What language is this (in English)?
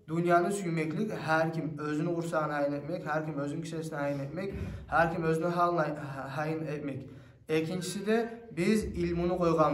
Kumyk